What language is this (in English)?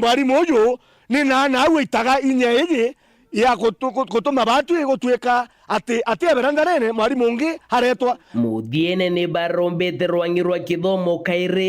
Meru